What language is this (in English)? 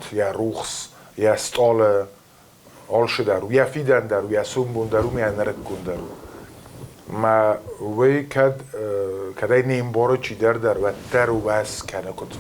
Ossetic